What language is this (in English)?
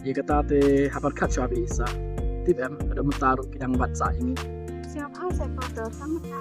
Khasi